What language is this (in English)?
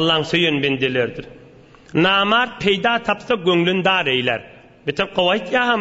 Turkmen